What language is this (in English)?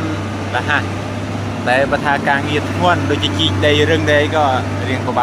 Khmer